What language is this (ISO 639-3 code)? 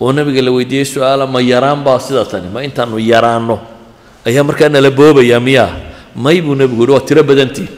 som